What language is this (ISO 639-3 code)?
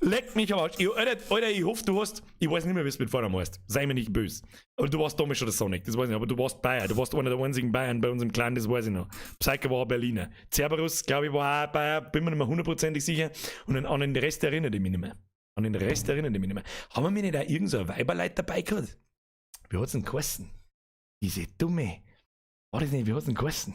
bar